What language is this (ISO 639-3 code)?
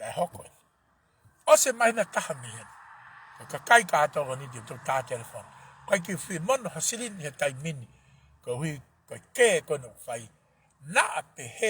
ton